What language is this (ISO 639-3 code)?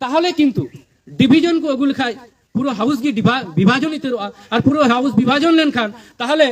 sat